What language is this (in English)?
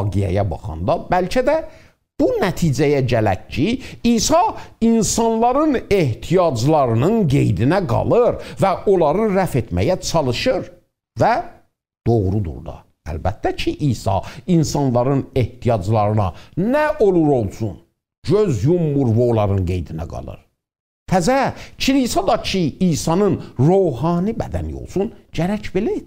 South Azerbaijani